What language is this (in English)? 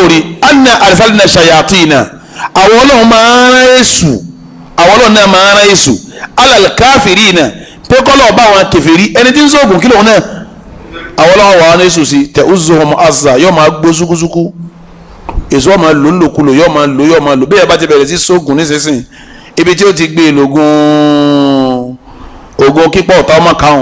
Yoruba